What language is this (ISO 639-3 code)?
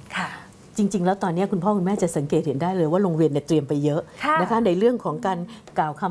tha